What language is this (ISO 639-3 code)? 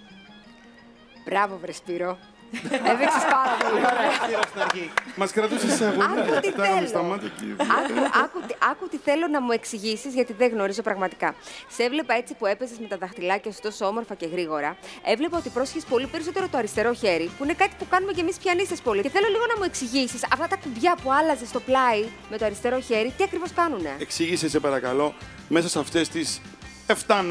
ell